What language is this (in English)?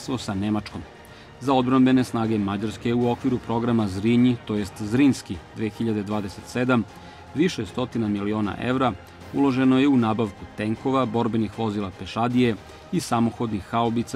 Serbian